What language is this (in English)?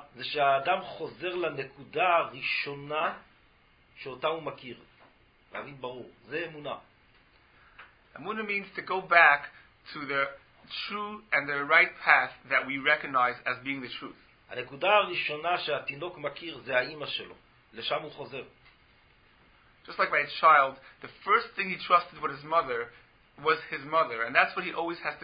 Hebrew